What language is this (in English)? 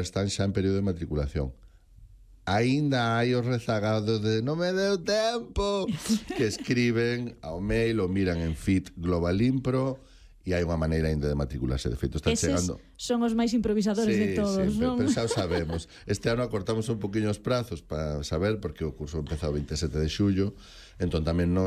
Galician